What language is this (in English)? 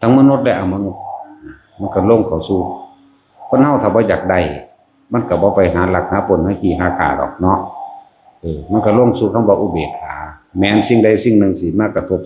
Northeastern Thai